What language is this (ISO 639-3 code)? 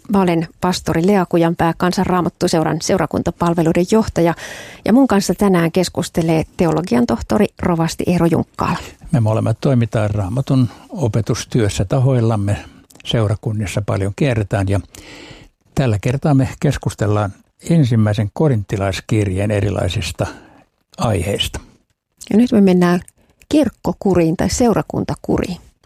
fin